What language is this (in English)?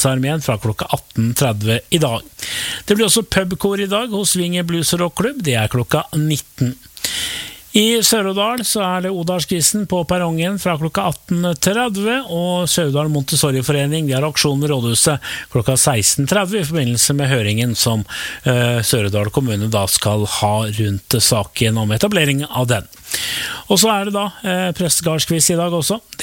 Norwegian